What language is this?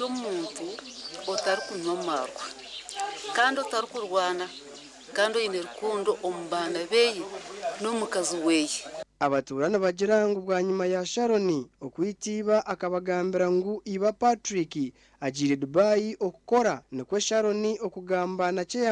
Nyankole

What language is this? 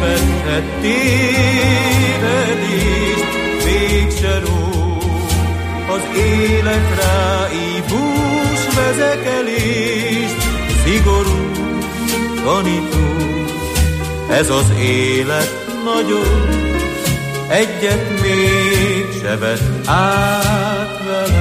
Hungarian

